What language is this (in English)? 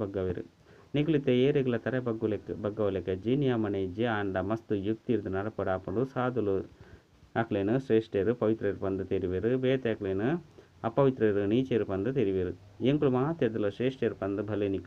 Tulu